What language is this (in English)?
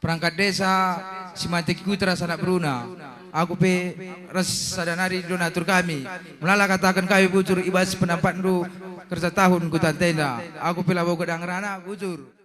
Batak Karo